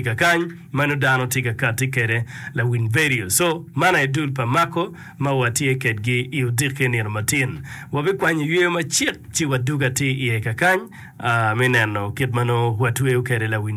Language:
Acoli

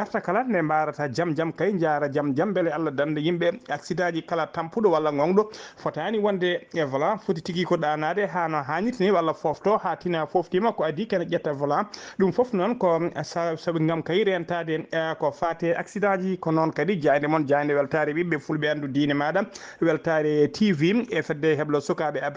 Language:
Fula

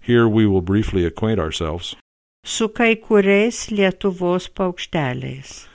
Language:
Lithuanian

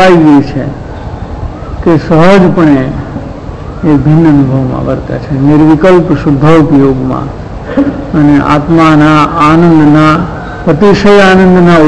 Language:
Gujarati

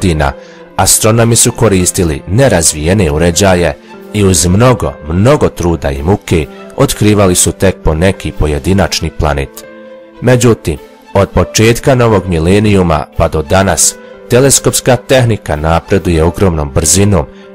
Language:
Bosnian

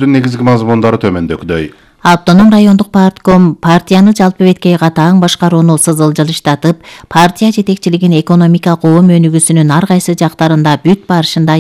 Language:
Kyrgyz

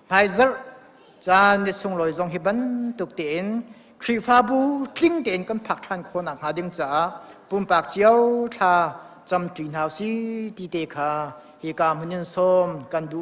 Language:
Hakha Chin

